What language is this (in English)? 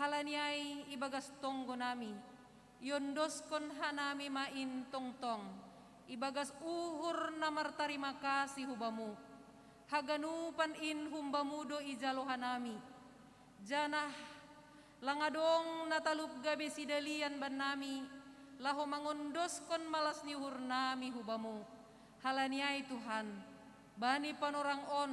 Batak Simalungun